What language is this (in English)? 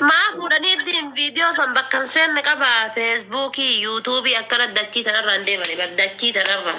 Oromo